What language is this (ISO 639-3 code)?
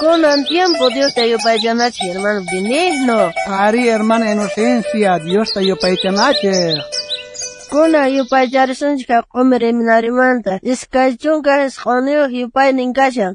quh